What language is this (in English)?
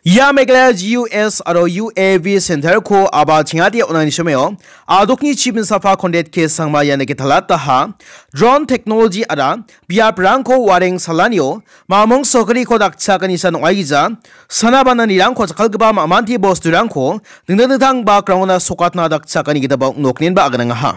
Garo